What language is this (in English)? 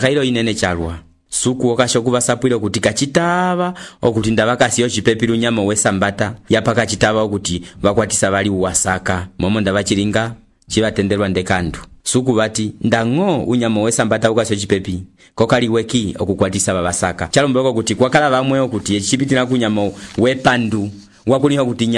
Umbundu